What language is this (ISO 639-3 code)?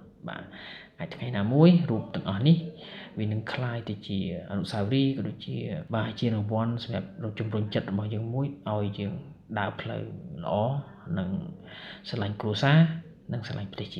khm